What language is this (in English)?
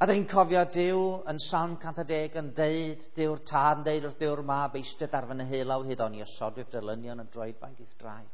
Welsh